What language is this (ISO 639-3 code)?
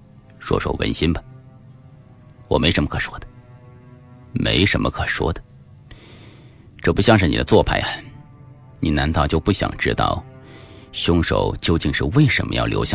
zho